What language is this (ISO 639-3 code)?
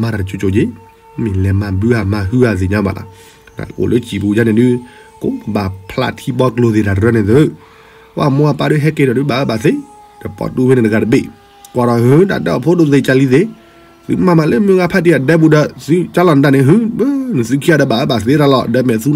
ksw